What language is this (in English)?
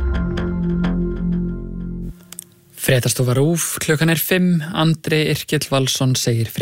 Icelandic